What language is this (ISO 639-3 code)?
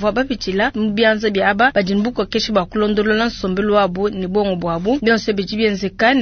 lua